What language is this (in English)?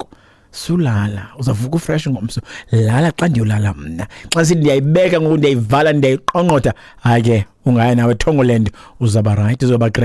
Xhosa